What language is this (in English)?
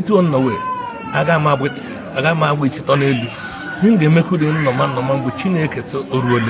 Igbo